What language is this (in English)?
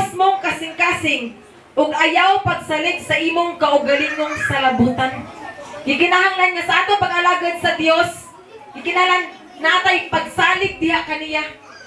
Cebuano